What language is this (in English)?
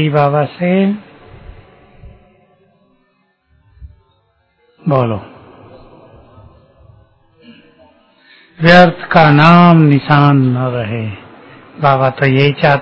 Hindi